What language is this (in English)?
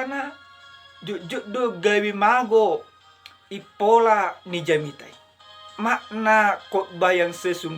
Batak Toba